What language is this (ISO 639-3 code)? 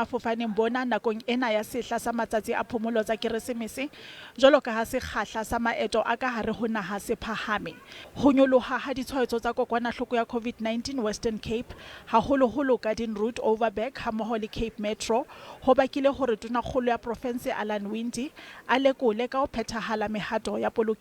sot